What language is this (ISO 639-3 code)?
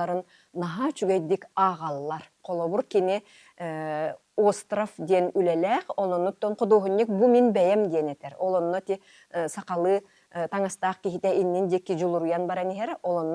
sah